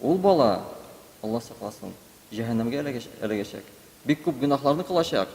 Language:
Tatar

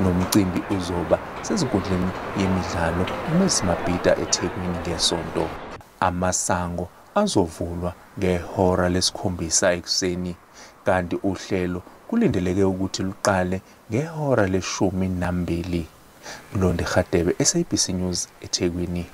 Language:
Zulu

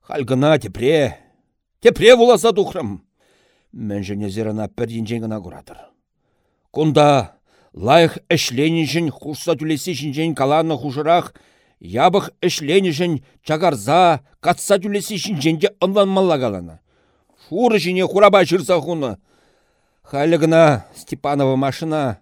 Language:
Chuvash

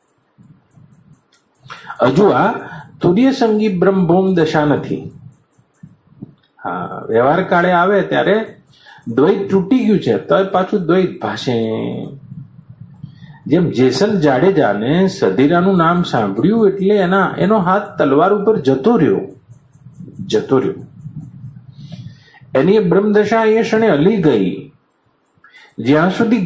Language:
Gujarati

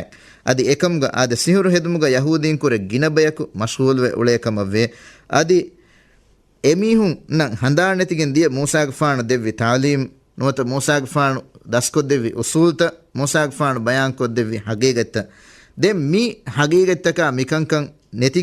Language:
Divehi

